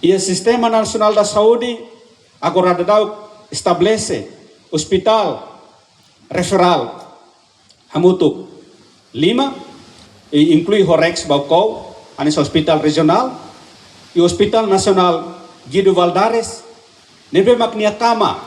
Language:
Tetum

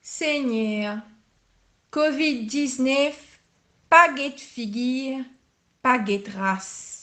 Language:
Morisyen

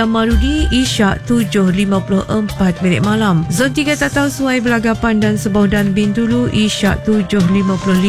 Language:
Malay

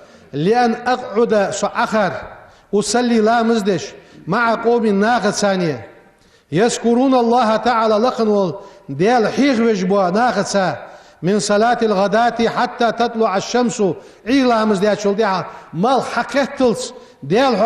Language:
Ingush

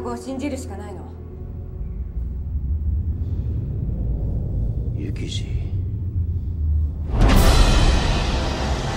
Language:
Japanese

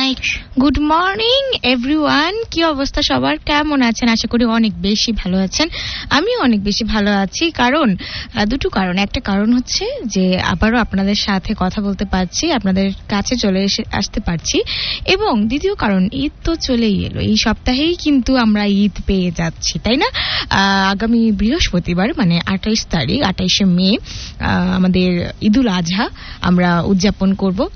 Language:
Bangla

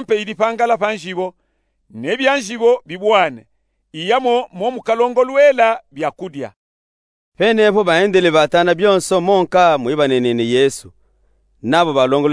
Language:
Luba-Katanga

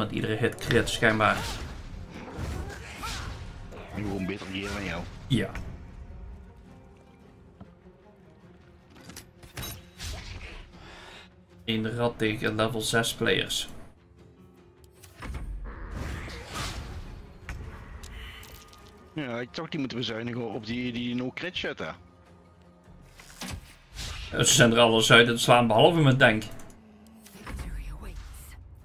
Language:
Dutch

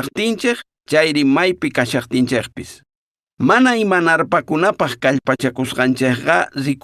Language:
Quechua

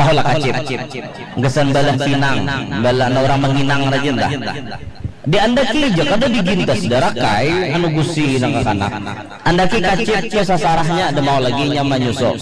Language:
Banjar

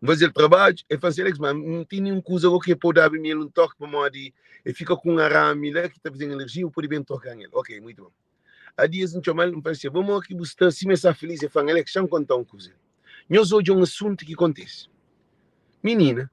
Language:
Kabuverdianu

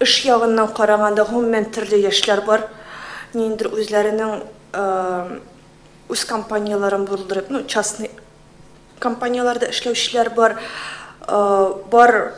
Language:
Tatar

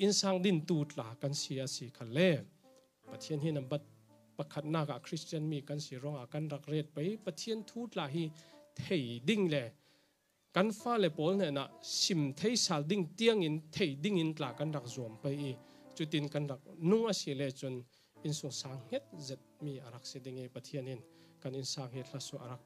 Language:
Falam Chin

